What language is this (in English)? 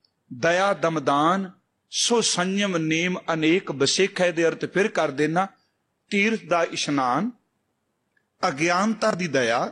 Punjabi